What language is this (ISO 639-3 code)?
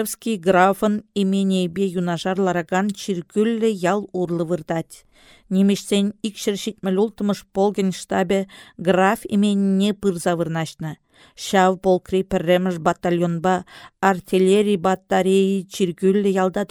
chv